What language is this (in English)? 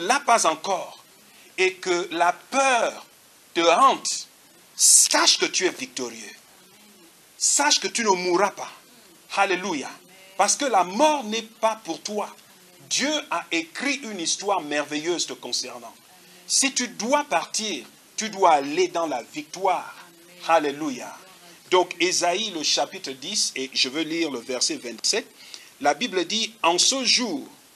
French